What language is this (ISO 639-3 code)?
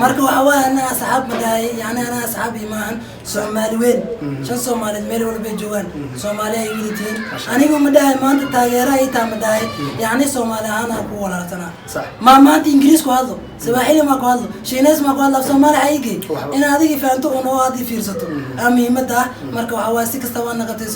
som